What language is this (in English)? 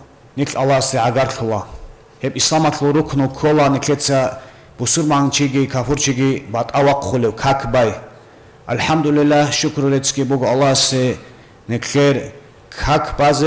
Avaric